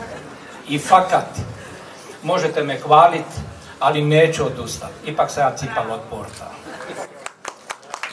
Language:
Croatian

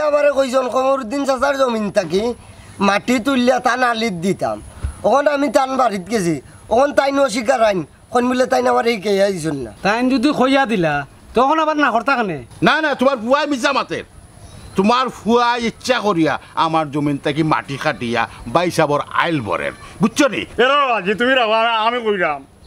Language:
Sylheti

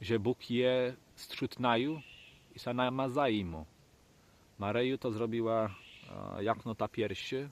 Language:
Kashubian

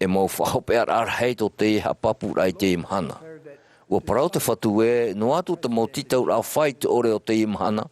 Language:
Tahitian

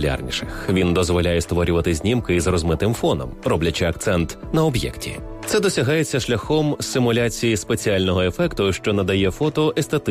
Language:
Ukrainian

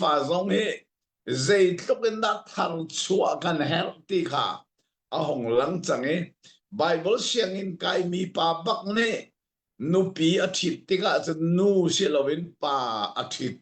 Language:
Hakha Chin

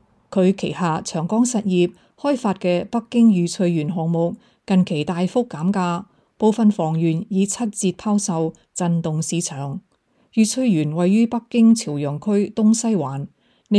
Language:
Cantonese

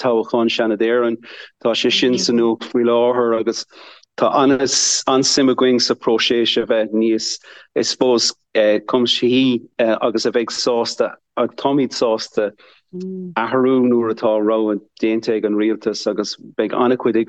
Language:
Irish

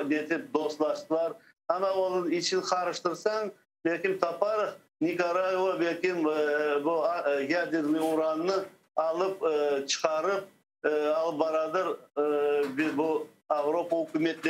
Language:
Crimean Tatar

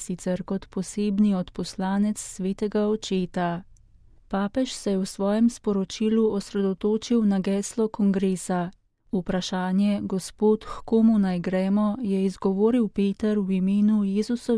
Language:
Slovenian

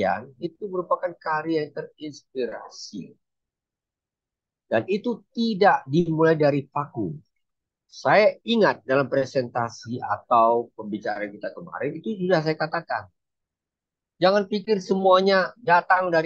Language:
Indonesian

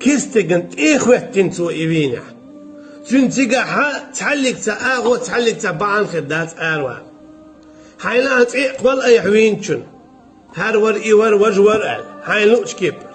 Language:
Chechen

